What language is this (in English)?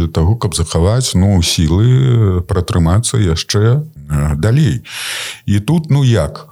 Belarusian